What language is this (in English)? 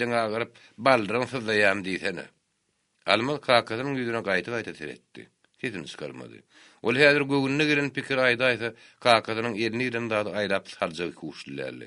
Turkmen